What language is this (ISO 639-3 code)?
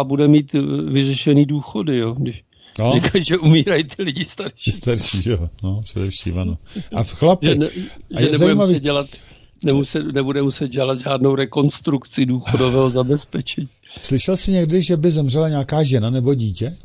ces